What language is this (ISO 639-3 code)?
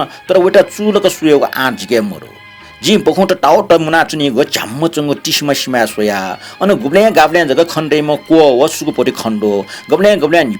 new